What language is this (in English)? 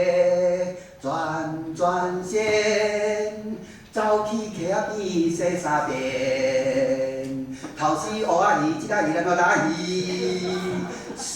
Min Nan Chinese